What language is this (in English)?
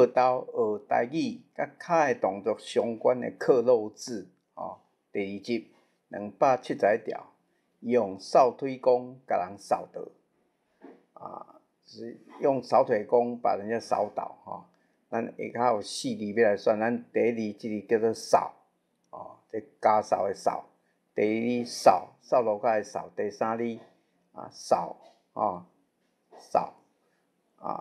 Min Nan Chinese